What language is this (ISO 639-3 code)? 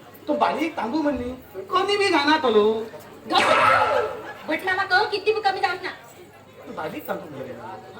kok